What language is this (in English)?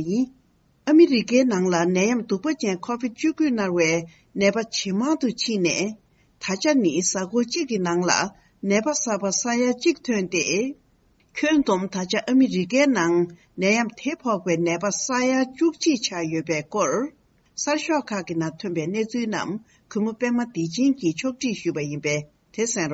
Tibetan